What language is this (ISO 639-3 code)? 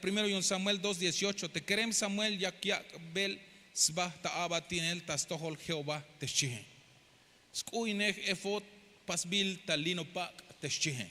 tzh